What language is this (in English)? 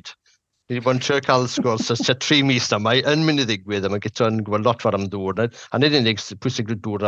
Welsh